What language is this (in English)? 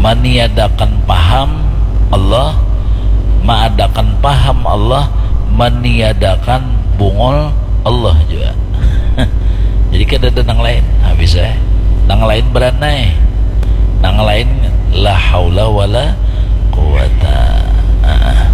Banjar